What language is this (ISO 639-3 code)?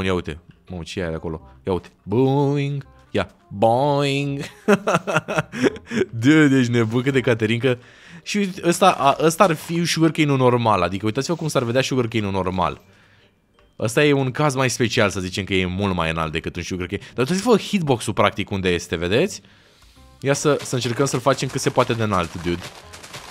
ron